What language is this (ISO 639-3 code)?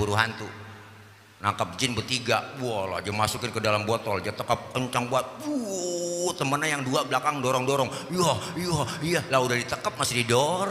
bew